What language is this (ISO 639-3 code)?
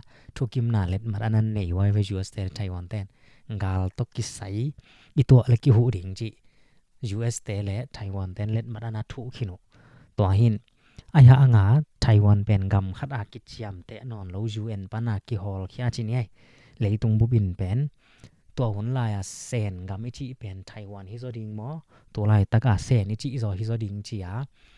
ctd